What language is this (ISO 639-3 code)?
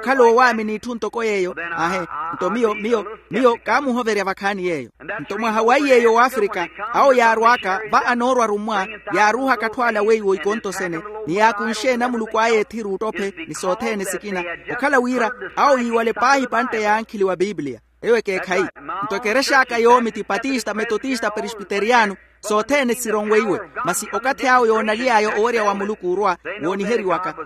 vmw